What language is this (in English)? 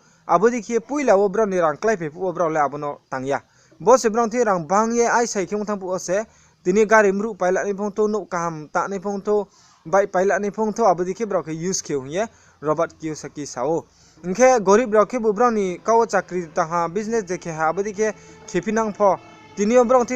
Riang (India)